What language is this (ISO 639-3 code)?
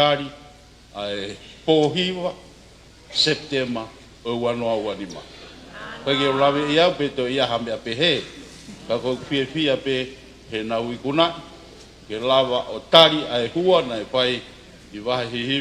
ton